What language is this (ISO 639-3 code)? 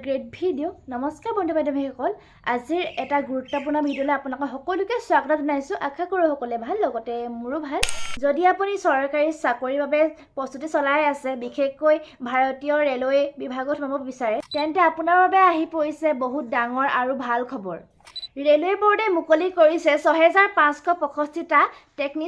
asm